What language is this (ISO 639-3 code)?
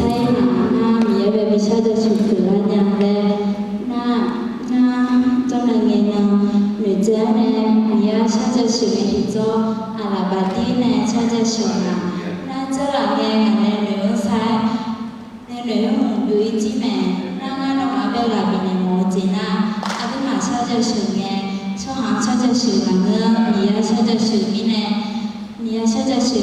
ahk